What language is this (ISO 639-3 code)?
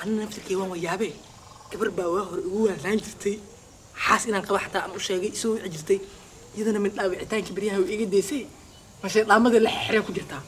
som